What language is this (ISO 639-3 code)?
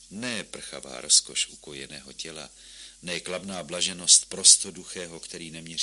ces